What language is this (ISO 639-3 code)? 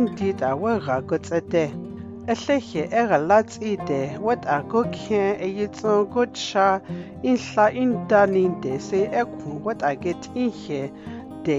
dgr